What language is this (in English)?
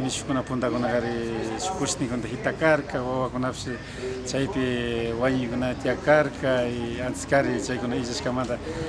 Imbabura Highland Quichua